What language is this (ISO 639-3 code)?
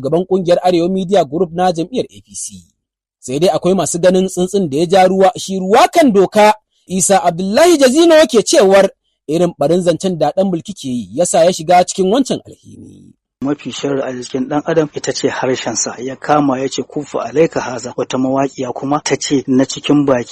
hau